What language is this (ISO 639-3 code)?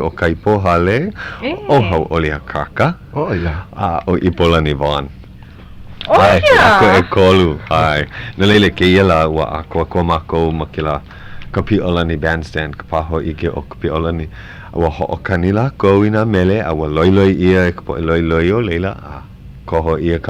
haw